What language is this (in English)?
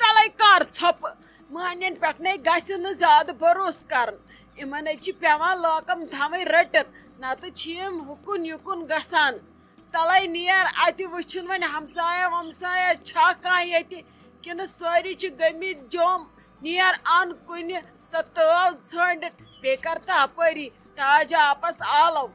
Kashmiri